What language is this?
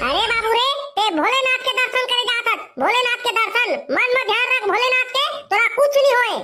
Chhattisgarhi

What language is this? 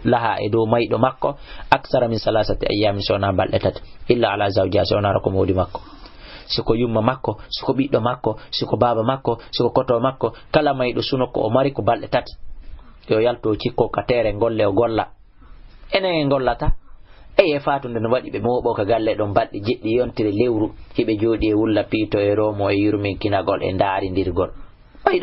Fula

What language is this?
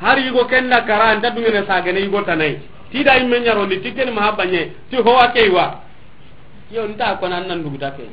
Soninke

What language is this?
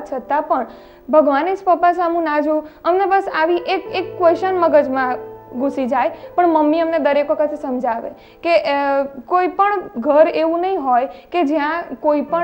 Gujarati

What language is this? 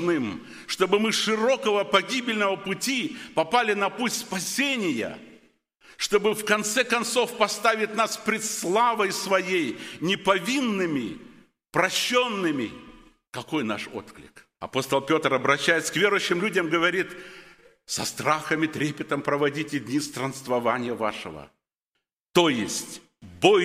Russian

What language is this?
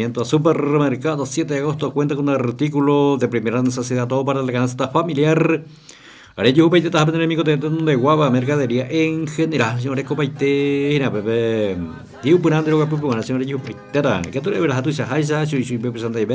Guarani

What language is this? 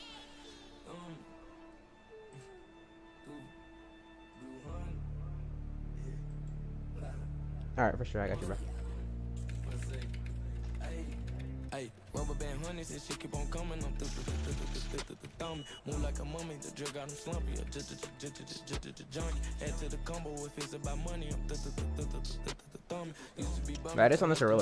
English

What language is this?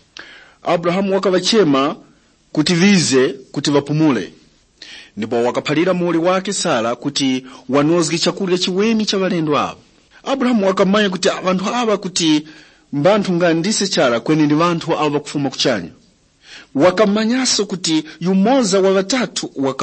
Tumbuka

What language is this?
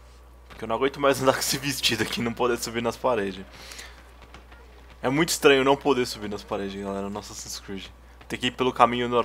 Portuguese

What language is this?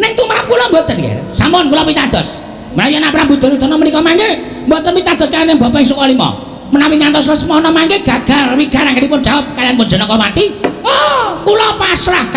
Javanese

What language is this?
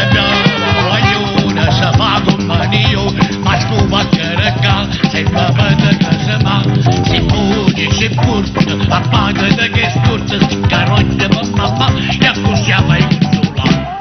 Neapolitan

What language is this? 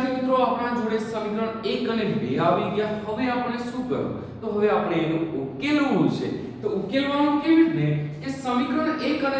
Gujarati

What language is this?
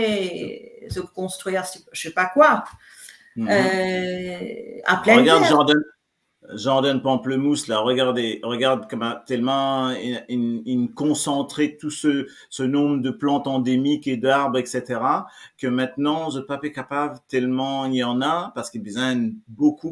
Morisyen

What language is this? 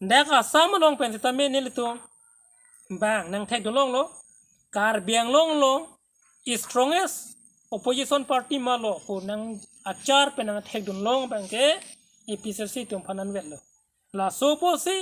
Karbi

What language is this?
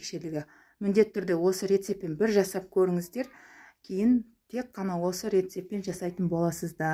Kazakh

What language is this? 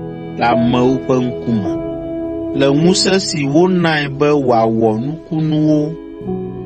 Ewe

